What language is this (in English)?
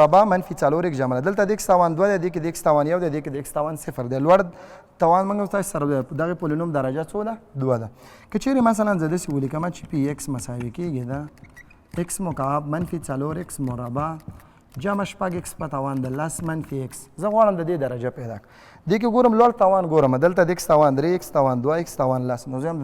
Pashto